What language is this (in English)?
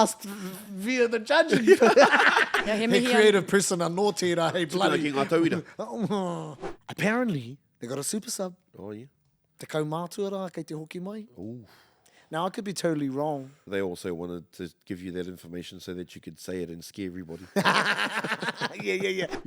Māori